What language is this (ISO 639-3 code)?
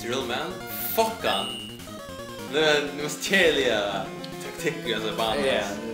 fao